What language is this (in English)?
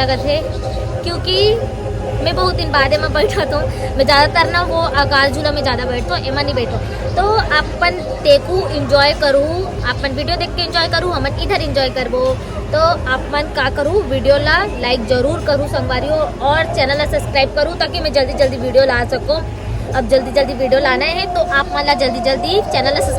Chhattisgarhi